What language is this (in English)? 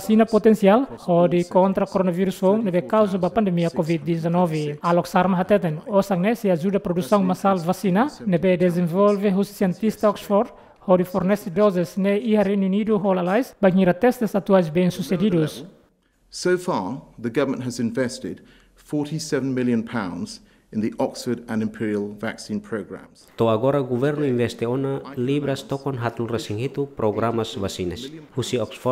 Tetum